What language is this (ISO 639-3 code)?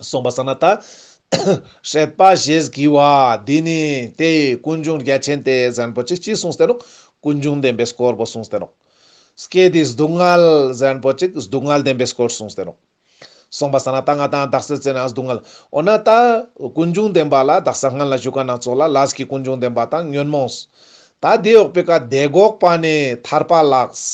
lbj